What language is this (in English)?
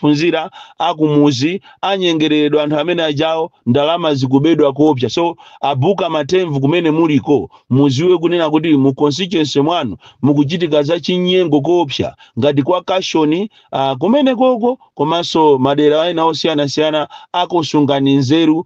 Nyanja